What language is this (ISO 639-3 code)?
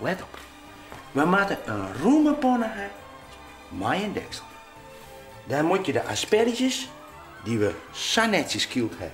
fry